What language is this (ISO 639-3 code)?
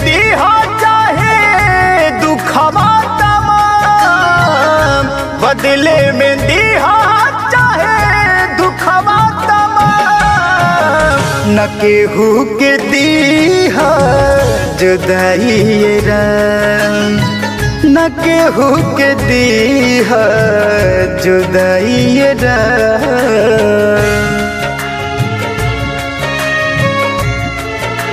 bho